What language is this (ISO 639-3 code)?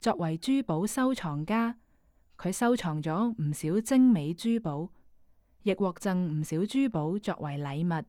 yue